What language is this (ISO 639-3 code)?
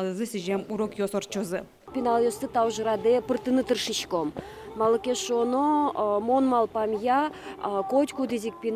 udm